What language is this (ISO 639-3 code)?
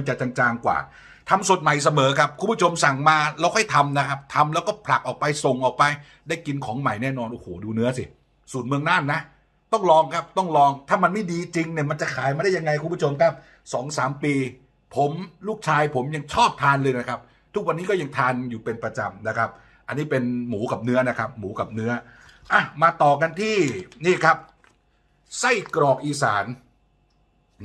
tha